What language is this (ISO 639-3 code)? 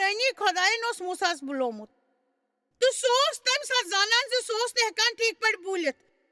kas